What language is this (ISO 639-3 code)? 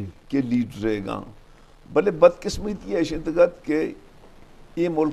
bal